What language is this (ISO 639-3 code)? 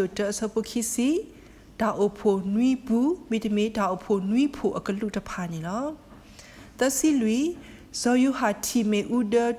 ksw